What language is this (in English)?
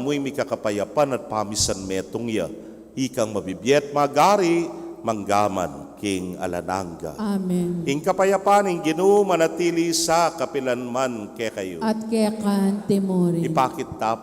Pampanga